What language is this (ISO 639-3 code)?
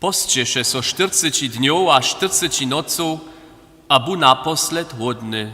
hsb